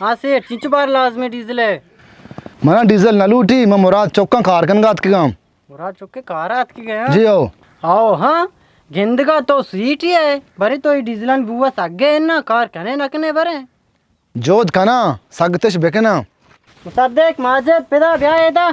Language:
Baluchi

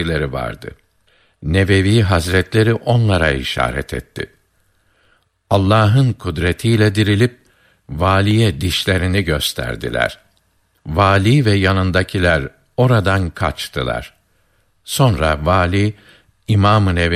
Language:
Turkish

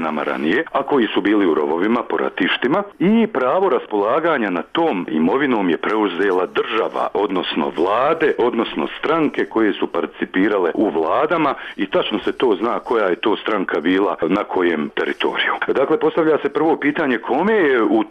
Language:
Bosnian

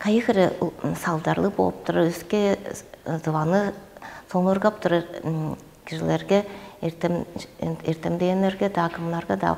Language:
Tuvinian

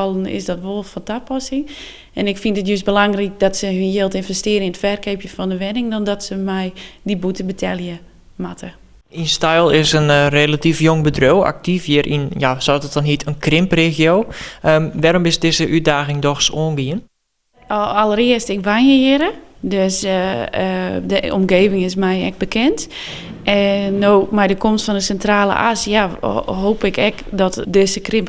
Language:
Western Frisian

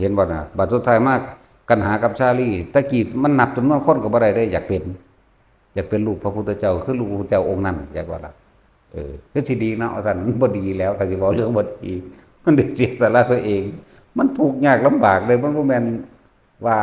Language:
Lao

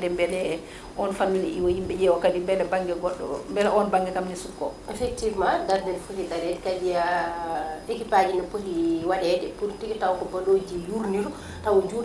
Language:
Fula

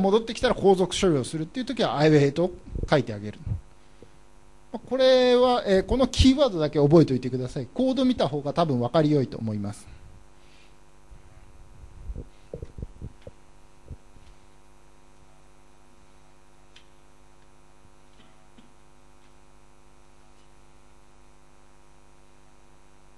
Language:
Japanese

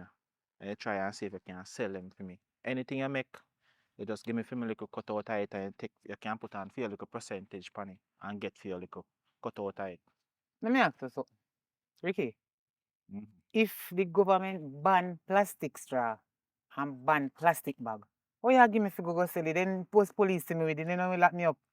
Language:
Jamaican Creole English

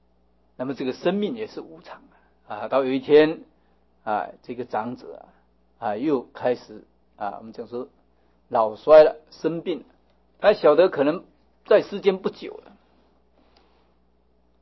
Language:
Chinese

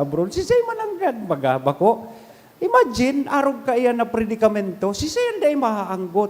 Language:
Bikol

